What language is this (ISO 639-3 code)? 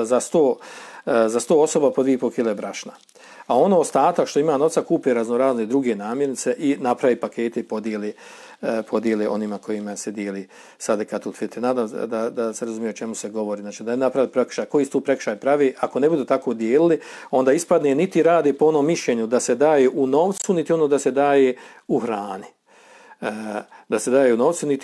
bos